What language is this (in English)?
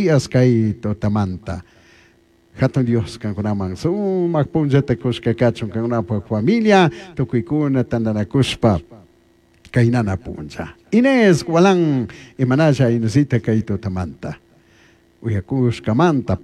Chimborazo Highland Quichua